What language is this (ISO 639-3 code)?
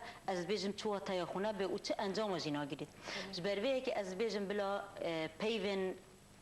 kur